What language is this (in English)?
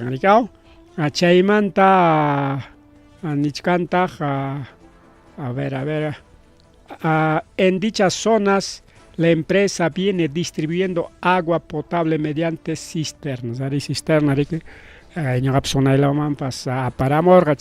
Ayacucho Quechua